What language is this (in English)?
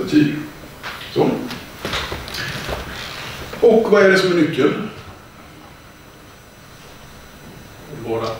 Swedish